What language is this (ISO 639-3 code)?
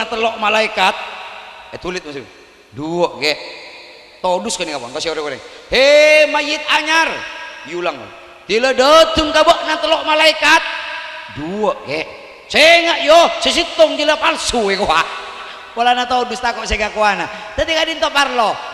mad